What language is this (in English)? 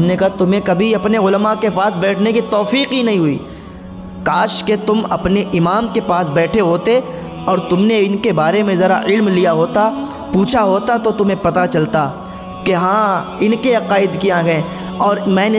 Urdu